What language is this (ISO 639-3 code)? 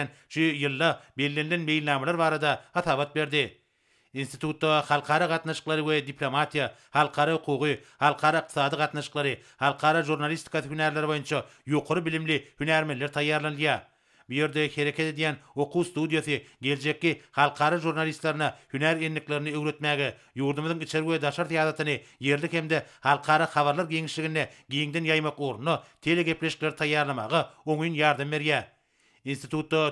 tuk